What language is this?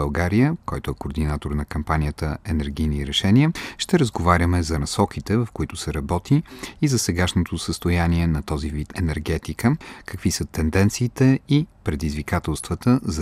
Bulgarian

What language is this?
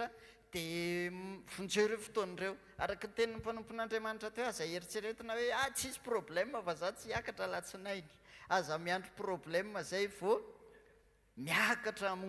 Malagasy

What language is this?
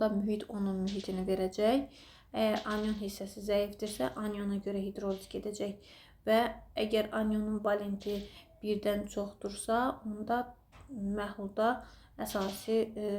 Azerbaijani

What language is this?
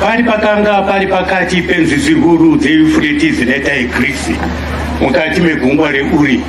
Shona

